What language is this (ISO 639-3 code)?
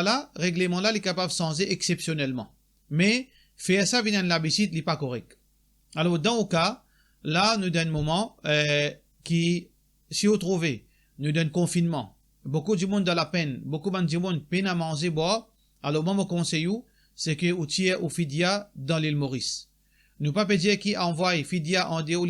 mfe